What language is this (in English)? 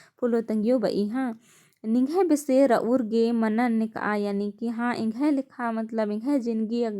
Kurukh